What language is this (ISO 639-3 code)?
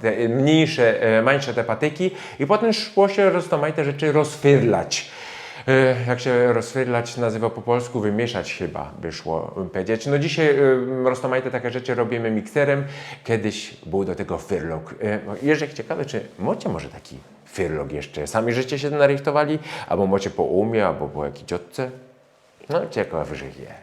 szl